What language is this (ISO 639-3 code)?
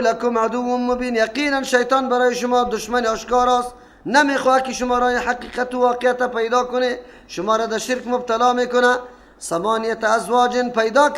fas